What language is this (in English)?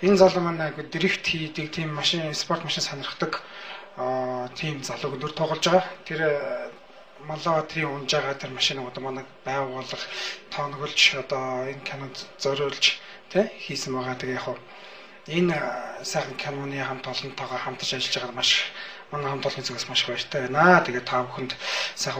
Mongolian